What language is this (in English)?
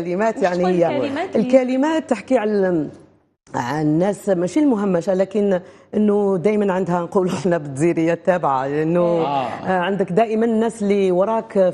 Algerian Arabic